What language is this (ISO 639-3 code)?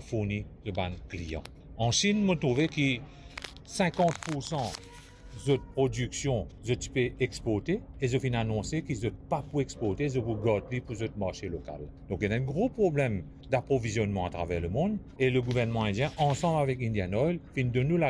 mfe